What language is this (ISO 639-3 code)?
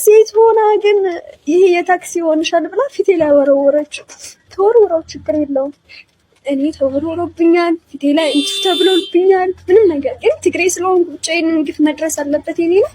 amh